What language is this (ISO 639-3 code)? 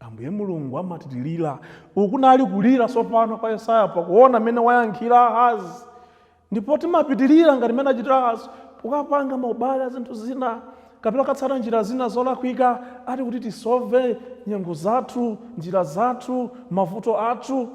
nya